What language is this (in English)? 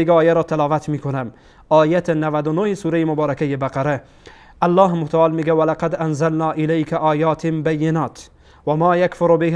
Persian